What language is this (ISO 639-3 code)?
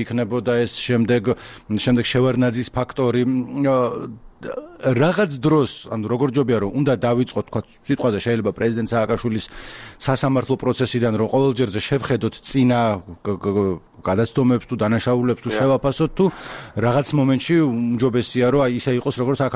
kat